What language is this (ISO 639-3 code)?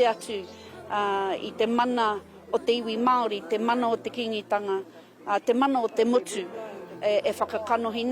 mri